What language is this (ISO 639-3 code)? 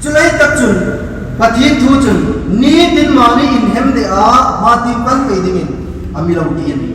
hmr